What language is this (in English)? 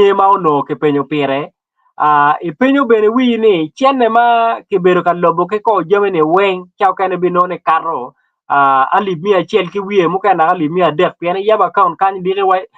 Acoli